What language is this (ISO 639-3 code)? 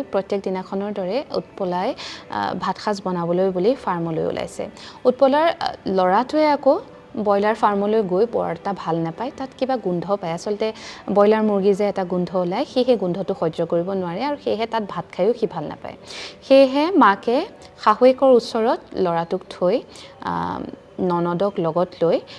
asm